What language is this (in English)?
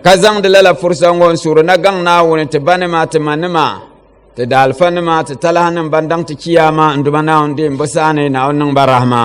Dagbani